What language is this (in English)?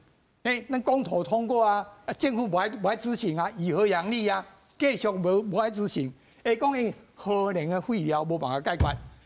Min Nan Chinese